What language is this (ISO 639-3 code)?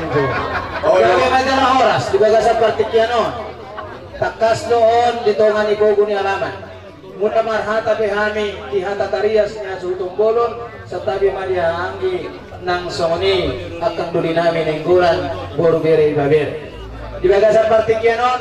bbc